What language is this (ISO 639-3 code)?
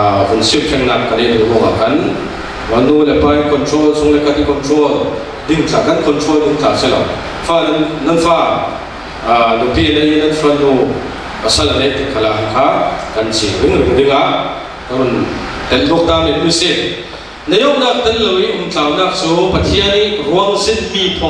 cfm